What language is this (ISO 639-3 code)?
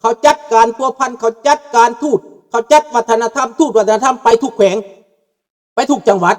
lao